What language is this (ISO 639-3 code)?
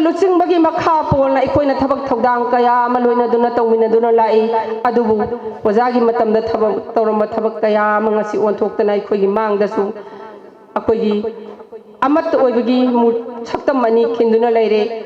mni